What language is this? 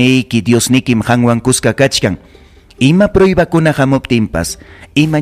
Ayacucho Quechua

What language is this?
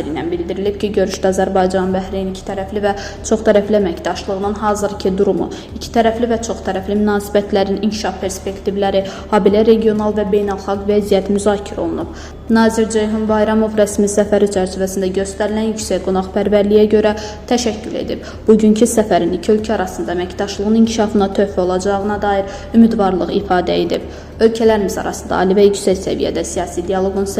Azerbaijani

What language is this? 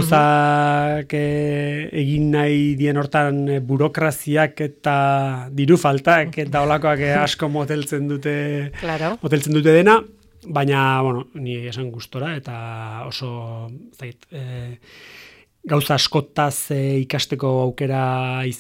Basque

